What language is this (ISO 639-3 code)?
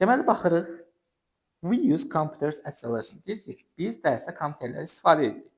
aze